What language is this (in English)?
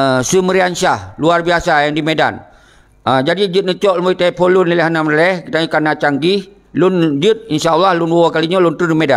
Achinese